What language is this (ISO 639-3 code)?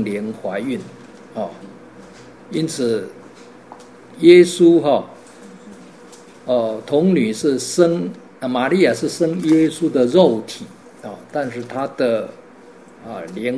zho